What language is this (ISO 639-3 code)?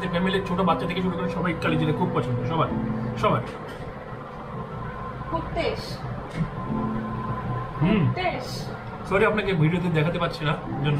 ben